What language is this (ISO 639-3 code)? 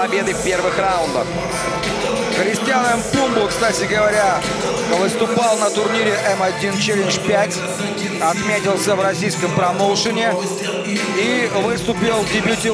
rus